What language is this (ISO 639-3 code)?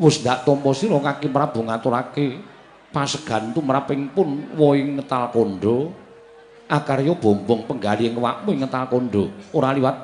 jav